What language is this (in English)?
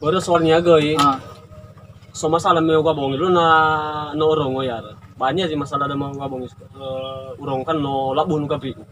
Nias